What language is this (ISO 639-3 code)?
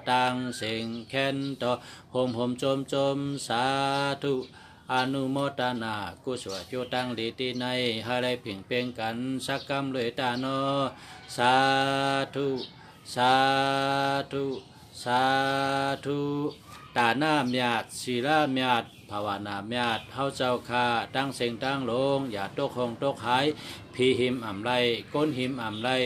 shn